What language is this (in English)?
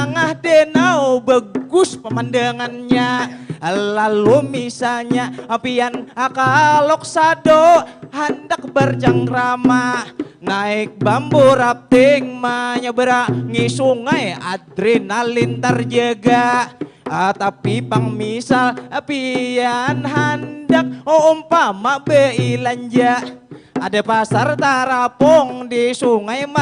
Banjar